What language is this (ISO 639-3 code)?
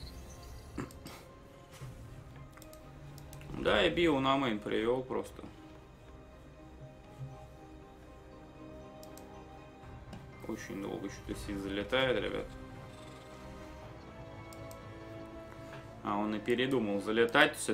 rus